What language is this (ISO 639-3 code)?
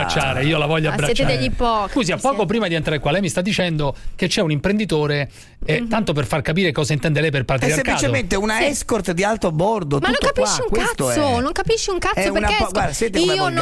ita